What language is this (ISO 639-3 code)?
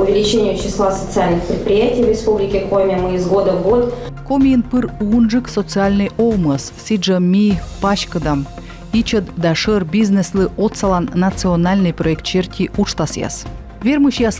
kom